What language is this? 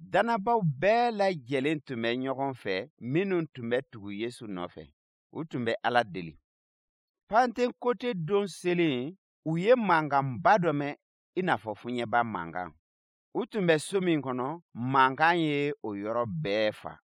Bambara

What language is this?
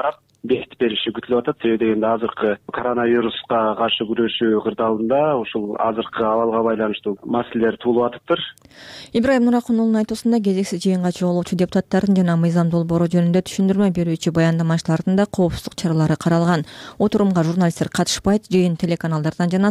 Kyrgyz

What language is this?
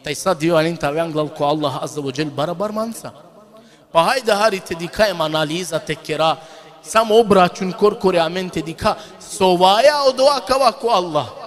Balkan Romani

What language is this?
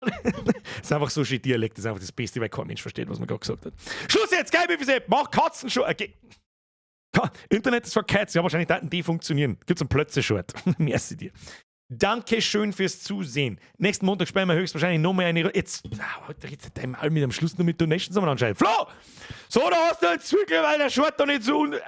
Bavarian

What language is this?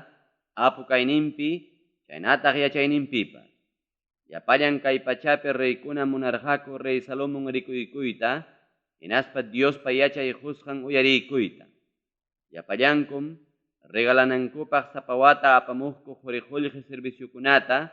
Ayacucho Quechua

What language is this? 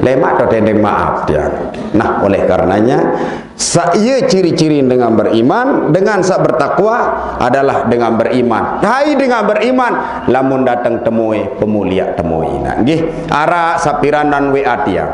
Sasak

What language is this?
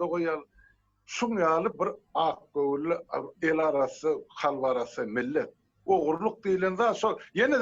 Turkmen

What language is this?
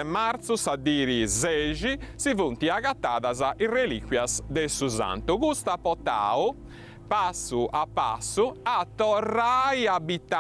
Sardinian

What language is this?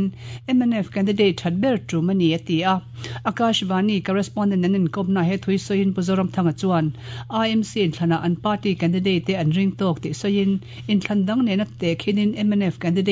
Mizo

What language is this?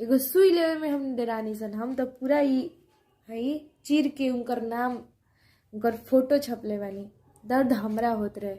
Bhojpuri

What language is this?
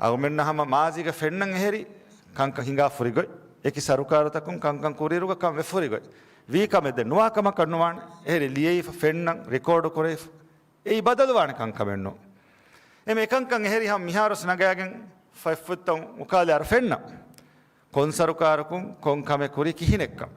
Divehi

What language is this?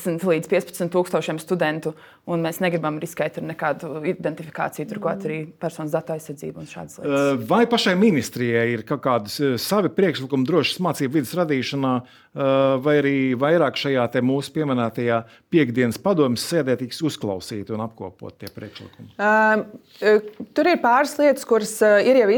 Latvian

